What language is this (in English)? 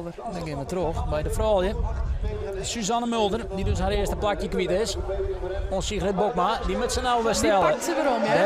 Western Frisian